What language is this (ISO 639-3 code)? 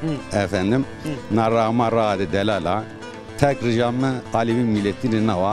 zza